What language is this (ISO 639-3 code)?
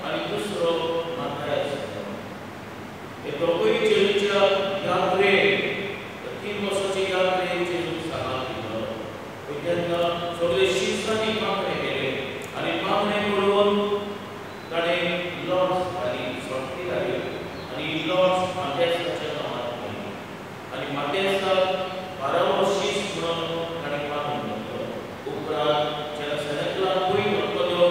kok